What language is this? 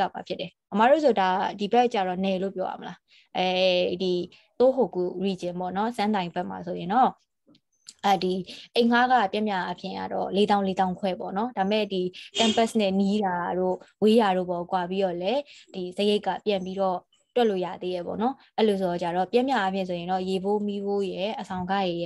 Burmese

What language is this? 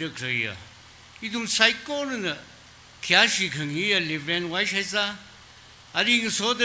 Tangkhul Naga (India)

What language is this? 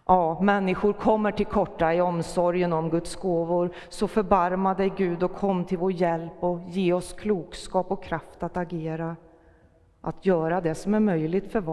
Swedish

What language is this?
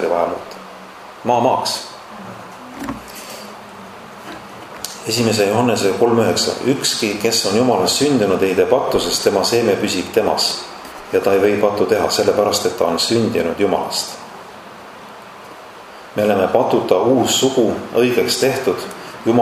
Estonian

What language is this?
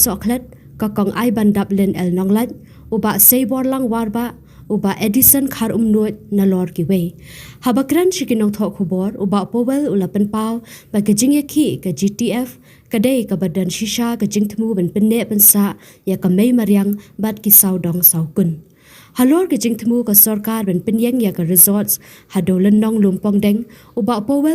Khasi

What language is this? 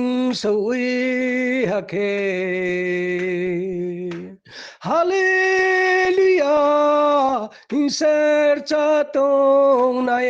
Riang (India)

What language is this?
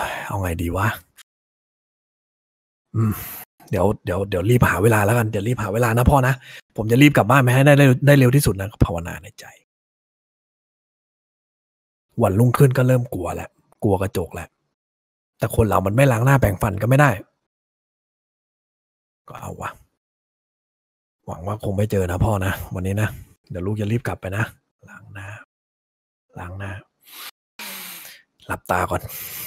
Thai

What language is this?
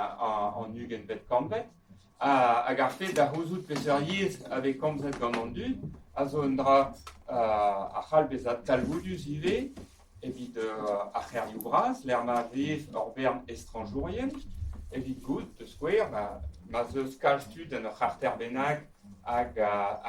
Breton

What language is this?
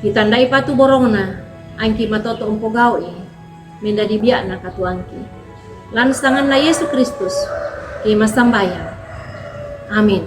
Toraja-Sa'dan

